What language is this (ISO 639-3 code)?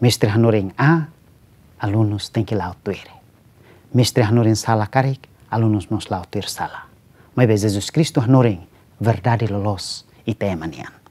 tet